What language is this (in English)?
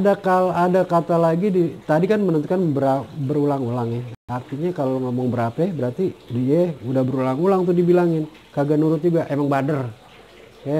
Betawi